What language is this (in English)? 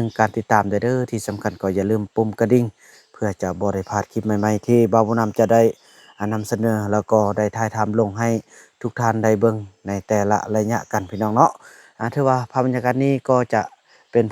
Lao